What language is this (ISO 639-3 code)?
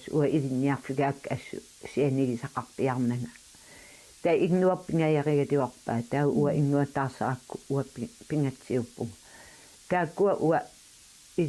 kal